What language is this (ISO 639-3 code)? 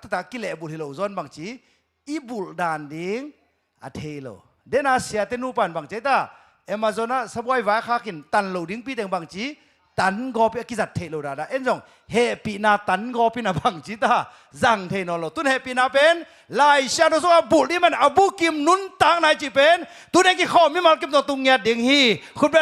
ctd